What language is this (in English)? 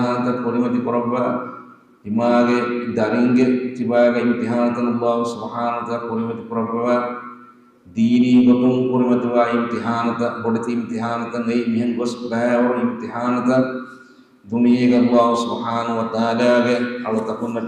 Divehi